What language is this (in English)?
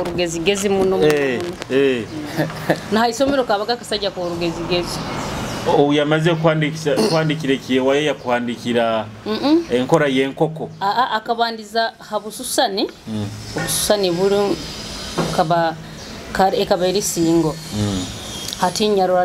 Nyoro